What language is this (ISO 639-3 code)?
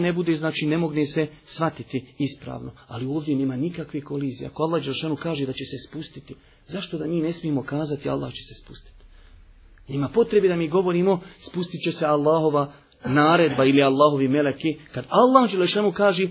bos